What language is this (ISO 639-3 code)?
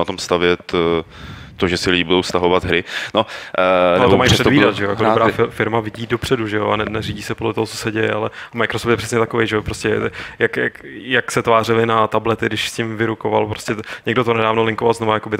ces